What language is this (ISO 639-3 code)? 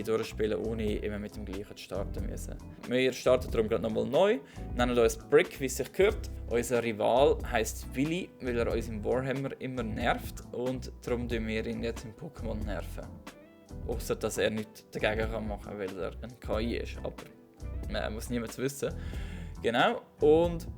gsw